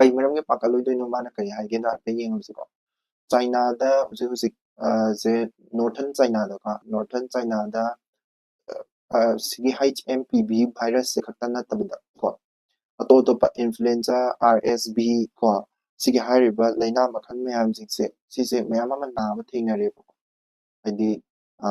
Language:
Manipuri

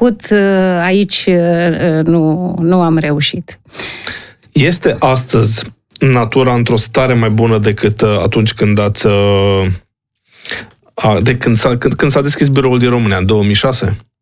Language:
Romanian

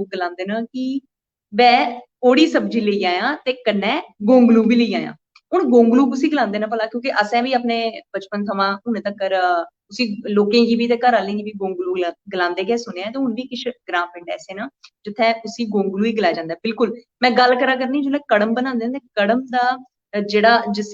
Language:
Dogri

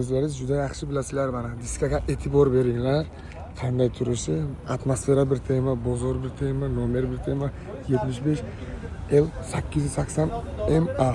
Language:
Uzbek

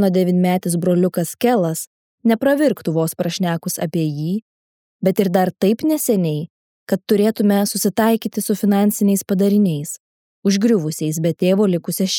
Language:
Lithuanian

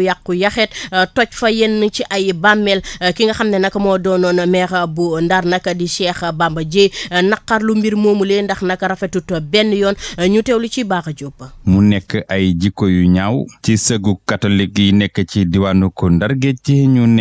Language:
Wolof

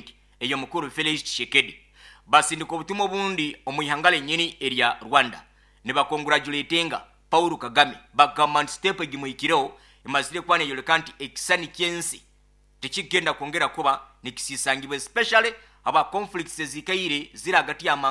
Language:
Nyoro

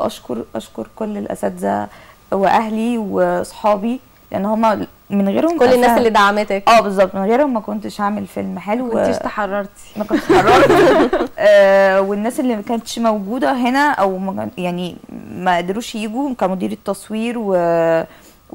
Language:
Egyptian Arabic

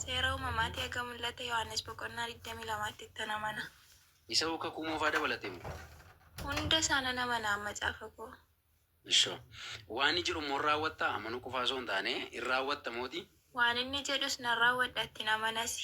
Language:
Oromo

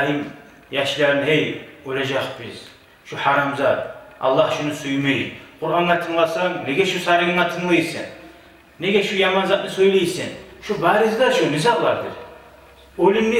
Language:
Kumyk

